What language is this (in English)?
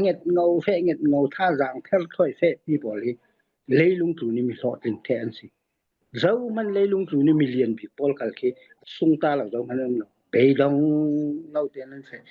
Falam Chin